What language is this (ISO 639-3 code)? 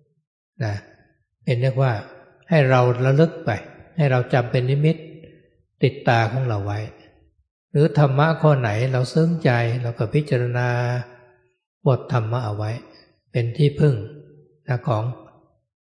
tha